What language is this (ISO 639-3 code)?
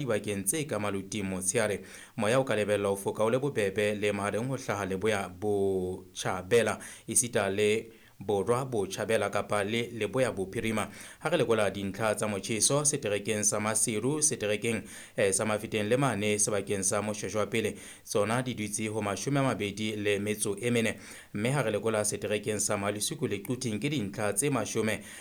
sot